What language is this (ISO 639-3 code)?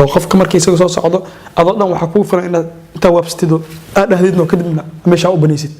som